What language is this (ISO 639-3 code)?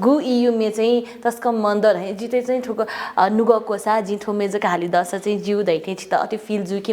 new